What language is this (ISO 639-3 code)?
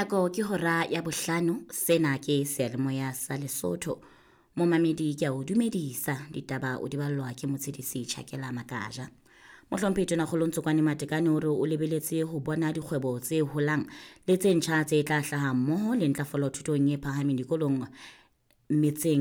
sot